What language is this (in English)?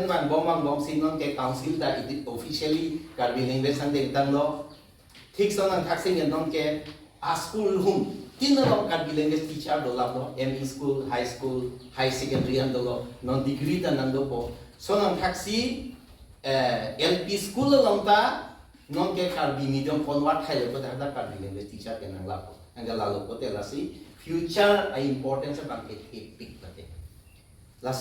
Karbi